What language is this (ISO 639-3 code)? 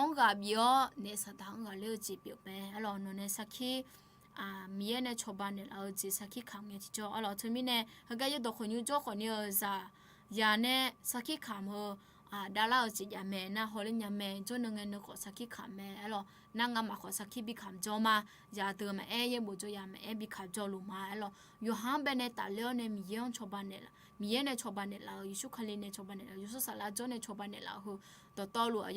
ahk